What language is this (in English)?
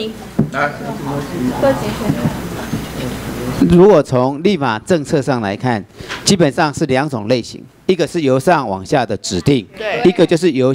Chinese